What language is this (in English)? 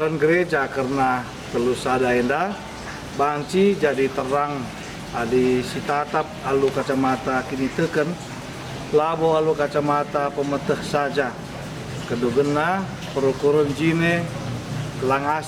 Batak Karo